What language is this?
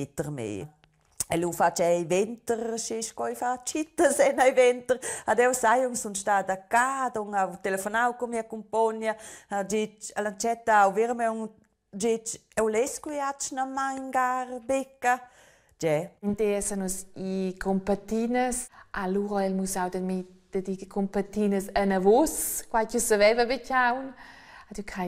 Romansh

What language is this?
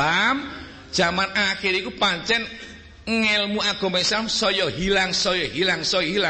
Javanese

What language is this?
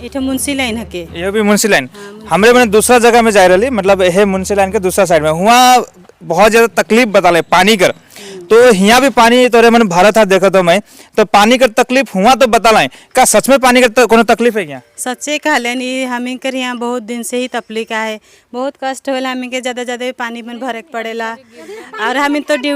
Sadri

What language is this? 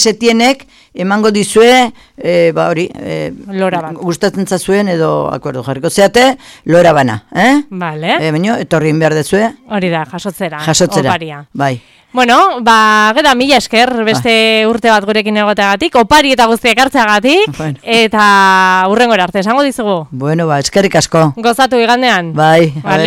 Basque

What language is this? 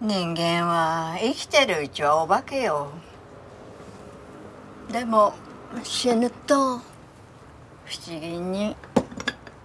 Japanese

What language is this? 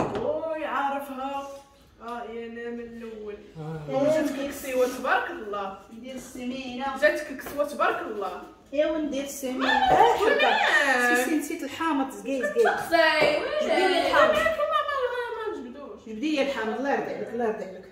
Moroccan Arabic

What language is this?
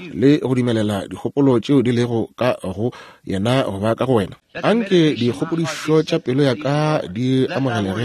Northern Sotho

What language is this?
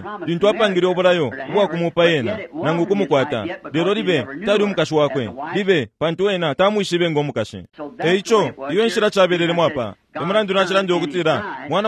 Bemba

